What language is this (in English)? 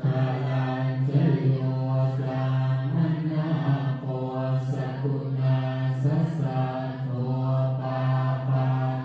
Pali